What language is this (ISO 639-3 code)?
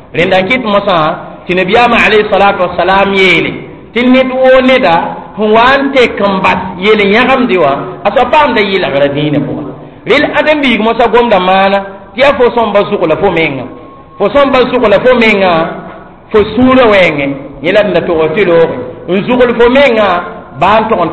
mos